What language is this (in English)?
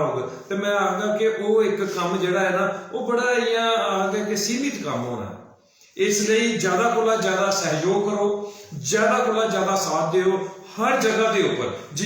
Dogri